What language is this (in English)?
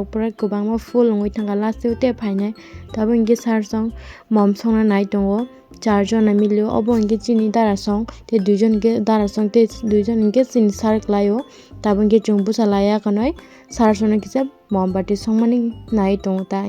Kok Borok